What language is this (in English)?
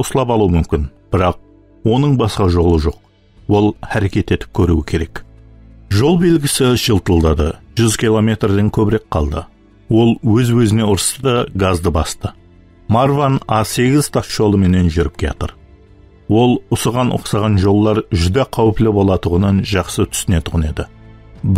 Kara-Kalpak